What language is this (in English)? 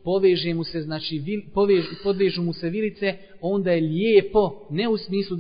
Bosnian